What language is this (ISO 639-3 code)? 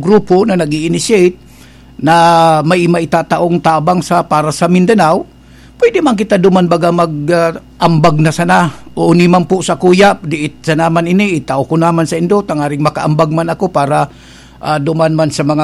bik